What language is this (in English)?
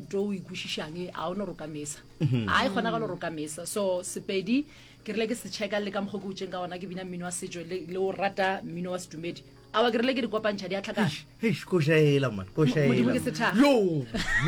Northern Sotho